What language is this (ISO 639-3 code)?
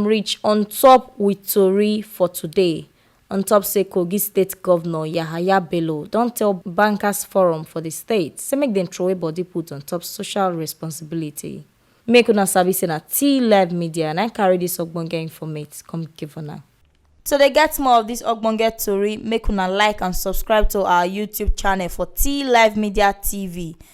pcm